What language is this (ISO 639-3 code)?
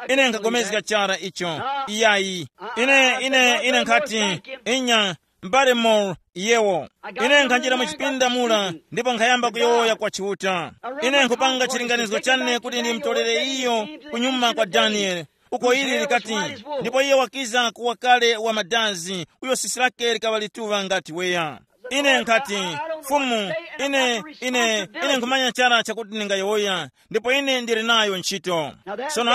tum